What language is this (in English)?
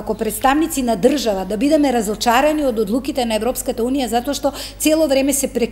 Macedonian